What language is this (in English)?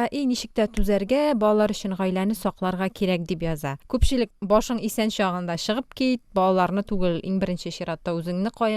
Tatar